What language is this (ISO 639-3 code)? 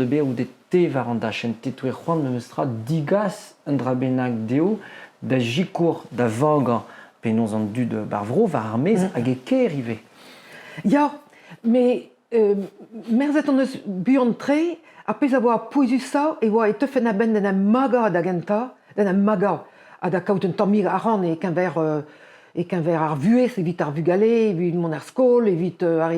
bre